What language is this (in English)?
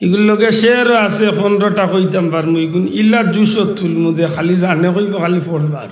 Sylheti